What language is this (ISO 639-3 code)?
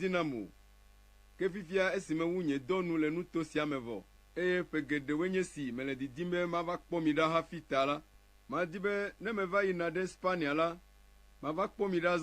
ewe